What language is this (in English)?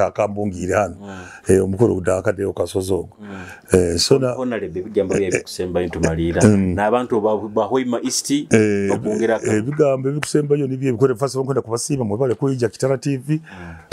Nyoro